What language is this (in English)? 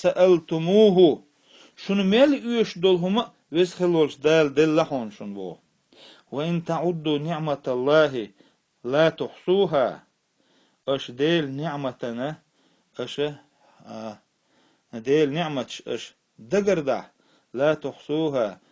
Chechen